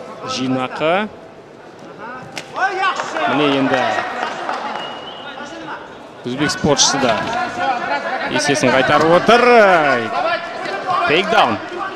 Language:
Kazakh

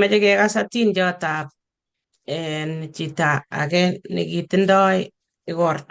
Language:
Kalenjin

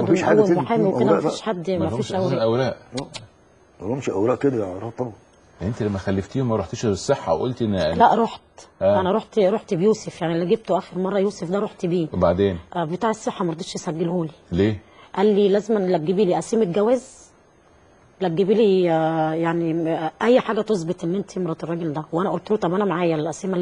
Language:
Egyptian Arabic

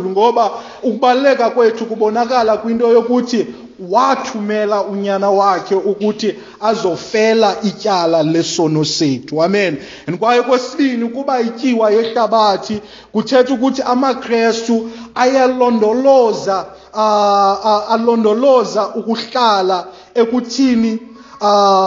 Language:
Xhosa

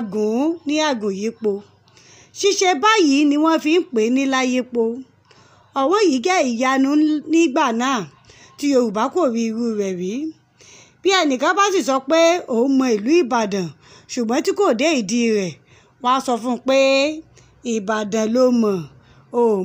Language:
Yoruba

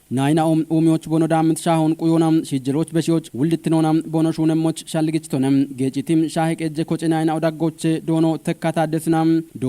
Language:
Kafa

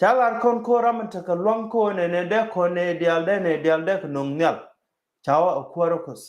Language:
Nuer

